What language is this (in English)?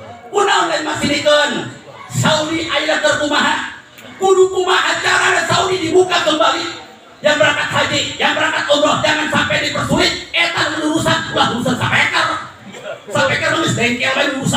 Sundanese